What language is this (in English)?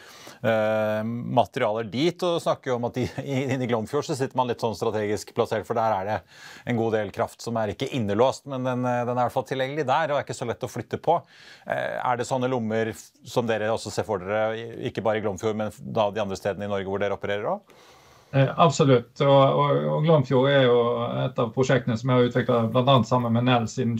Norwegian